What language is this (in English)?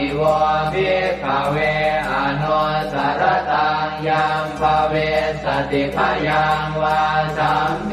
Pali